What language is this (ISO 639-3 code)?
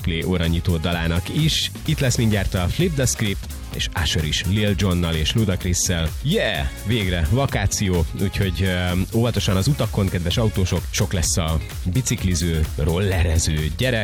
hun